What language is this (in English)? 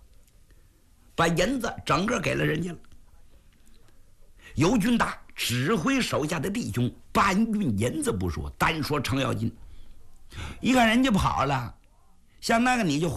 Chinese